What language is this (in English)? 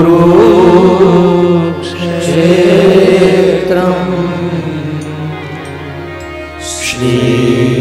Gujarati